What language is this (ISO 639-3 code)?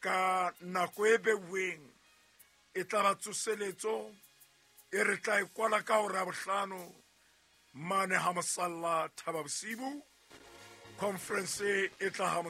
sot